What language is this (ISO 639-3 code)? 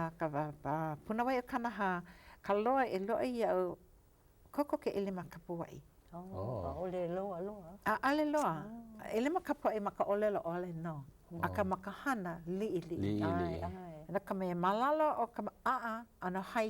haw